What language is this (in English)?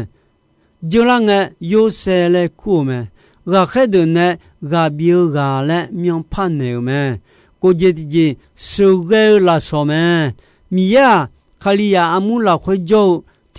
Akha